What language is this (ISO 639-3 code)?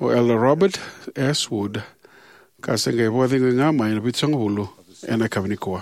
fij